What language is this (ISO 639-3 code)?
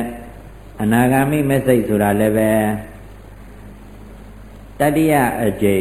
mya